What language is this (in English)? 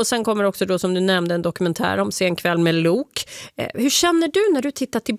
Swedish